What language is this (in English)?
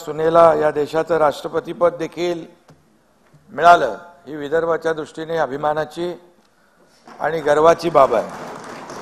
Marathi